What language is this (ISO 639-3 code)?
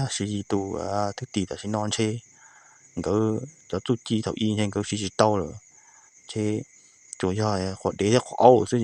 hmn